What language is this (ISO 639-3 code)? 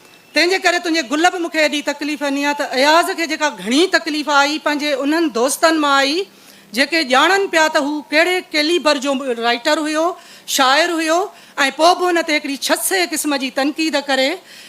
snd